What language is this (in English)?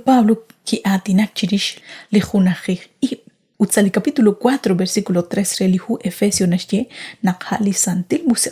Kekchí